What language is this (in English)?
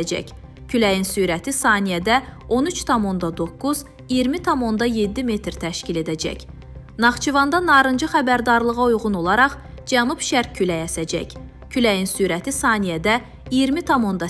Azerbaijani